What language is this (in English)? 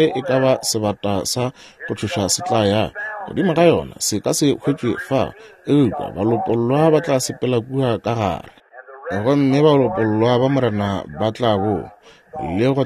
Northern Sotho